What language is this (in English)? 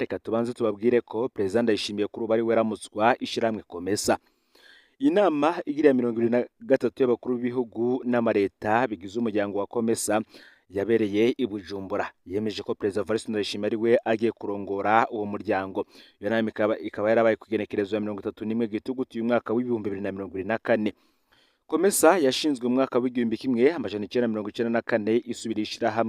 Rundi